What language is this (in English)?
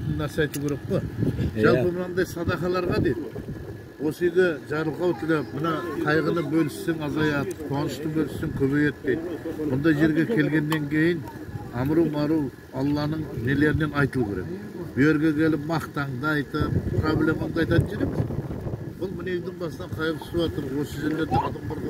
Kazakh